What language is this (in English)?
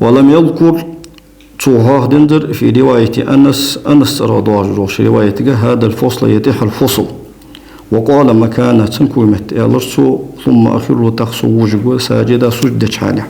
Ingush